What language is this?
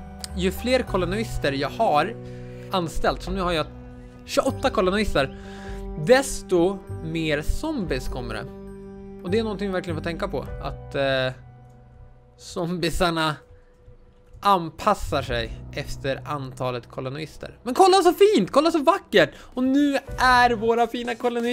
Swedish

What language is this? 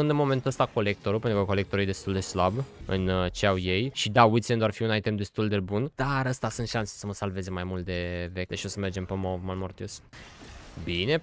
Romanian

